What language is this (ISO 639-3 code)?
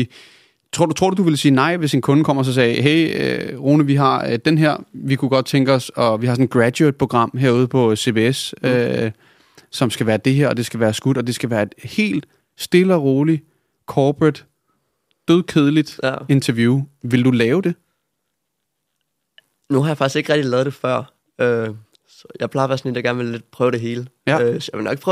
dan